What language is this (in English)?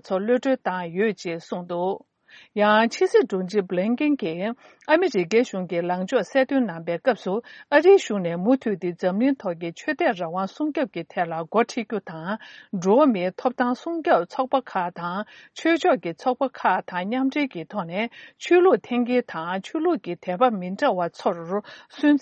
Tibetan